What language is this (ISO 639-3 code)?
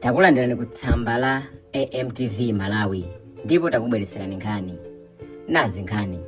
nya